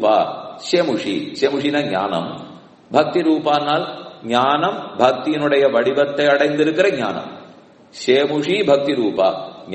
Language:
Tamil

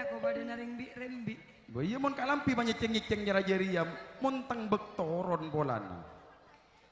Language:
Madurese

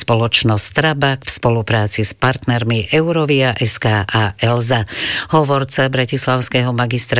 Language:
Slovak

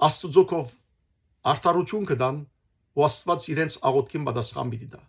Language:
Western Armenian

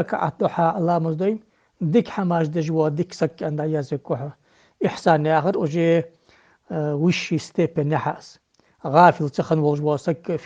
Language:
Ingush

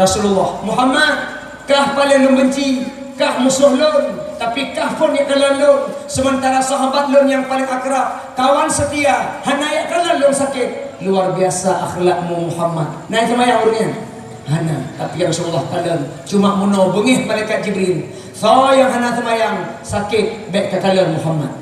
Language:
Achinese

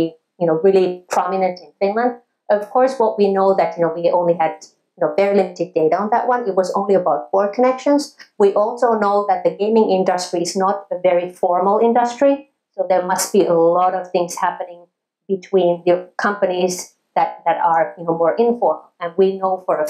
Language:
English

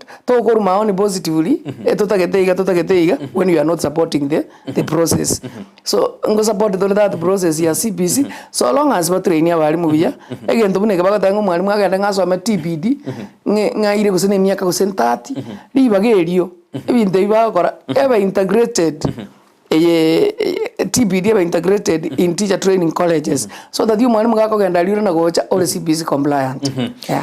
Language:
Gusii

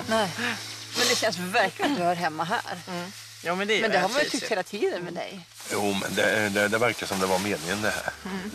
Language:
Swedish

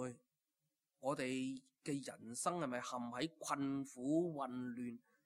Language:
Cantonese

